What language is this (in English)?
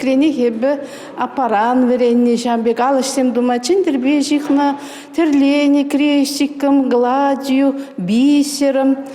Chuvash